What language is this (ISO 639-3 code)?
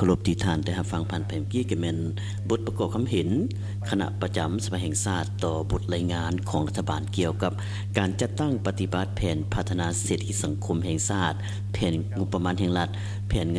lao